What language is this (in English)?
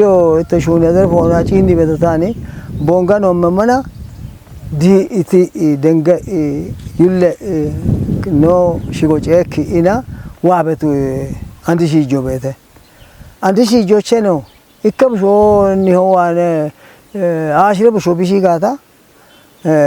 Kafa